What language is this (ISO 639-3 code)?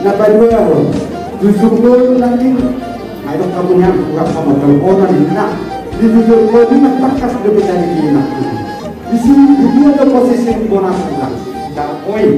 bbc